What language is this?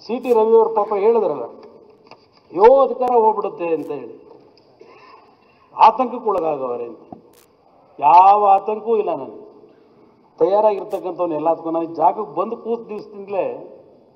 Kannada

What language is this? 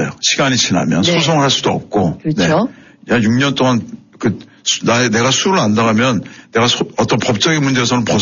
Korean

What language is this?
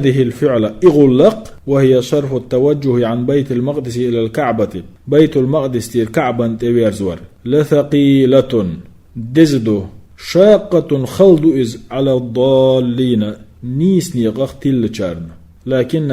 Chechen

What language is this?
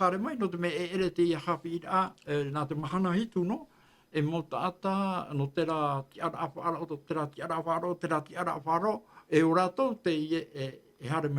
Tahitian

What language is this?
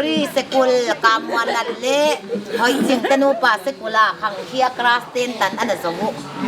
Paite Chin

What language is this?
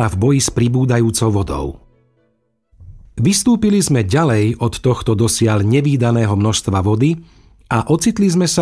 Slovak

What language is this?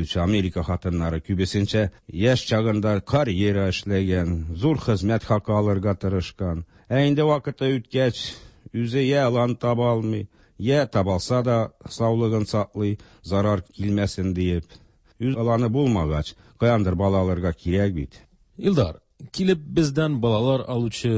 Tatar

